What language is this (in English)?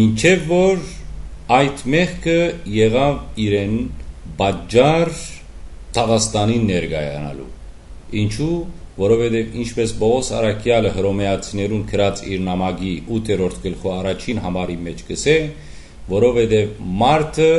Western Armenian